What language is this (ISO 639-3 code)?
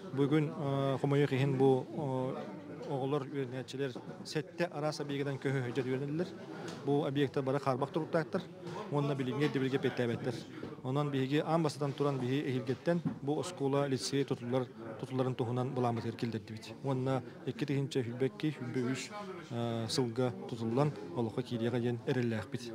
sah